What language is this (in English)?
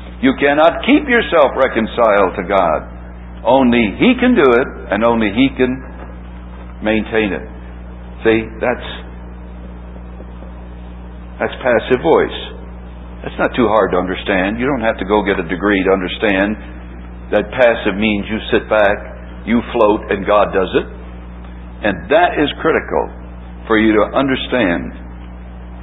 English